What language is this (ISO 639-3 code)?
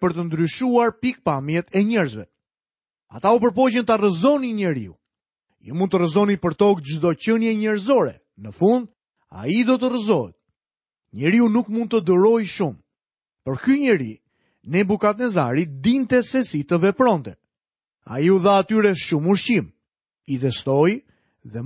sqi